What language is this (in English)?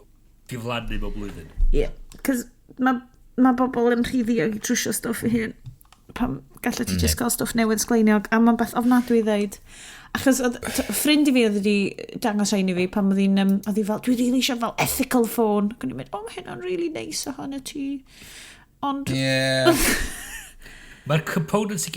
Welsh